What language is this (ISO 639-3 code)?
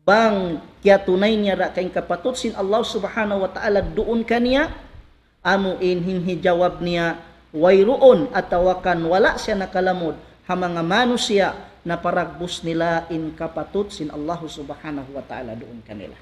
tsg